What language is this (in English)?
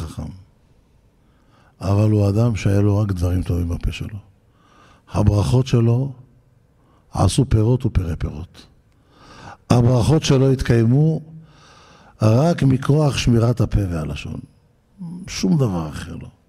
Hebrew